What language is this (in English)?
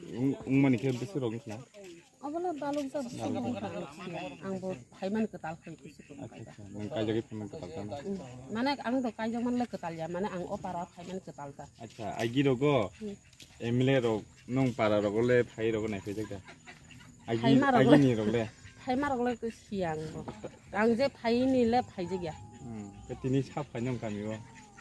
Kok Borok